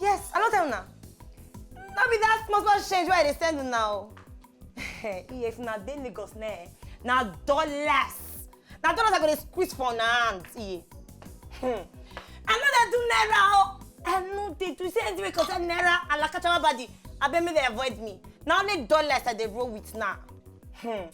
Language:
Nigerian Pidgin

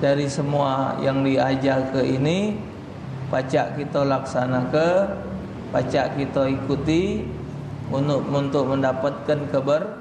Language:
Musi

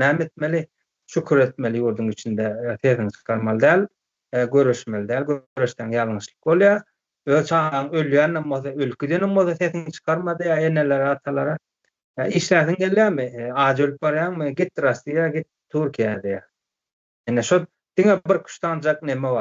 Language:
Turkmen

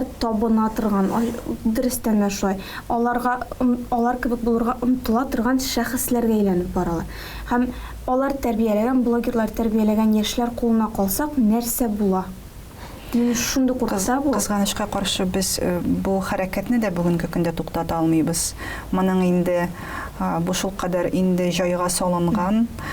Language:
Tatar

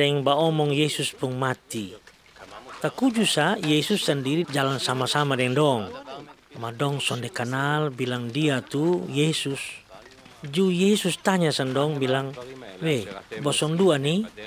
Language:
Kupang Malay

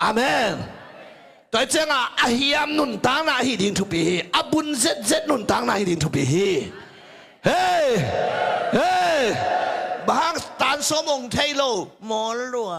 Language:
Tedim Chin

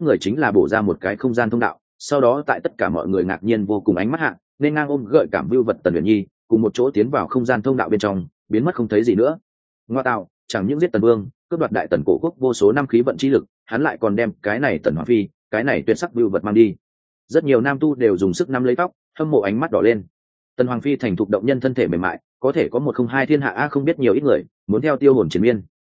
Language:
Vietnamese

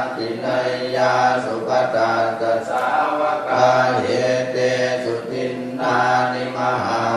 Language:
Pali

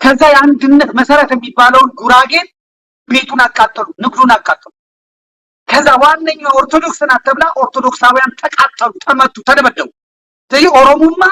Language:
Amharic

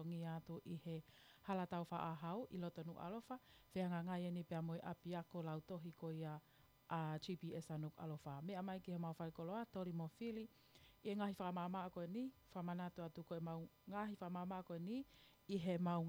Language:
Tongan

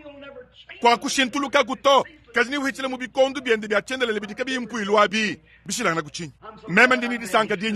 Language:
Luba-Lulua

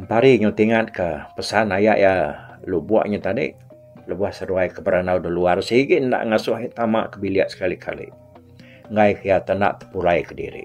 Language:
Iban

